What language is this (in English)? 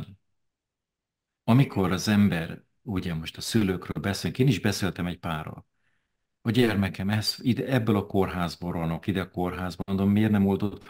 Hungarian